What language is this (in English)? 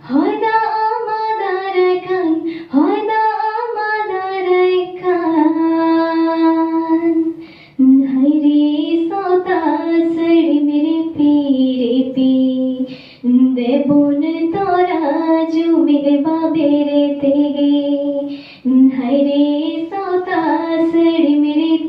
Santali